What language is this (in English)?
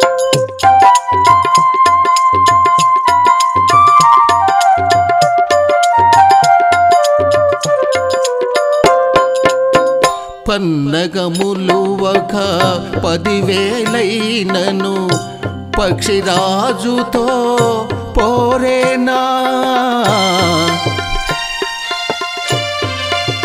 Telugu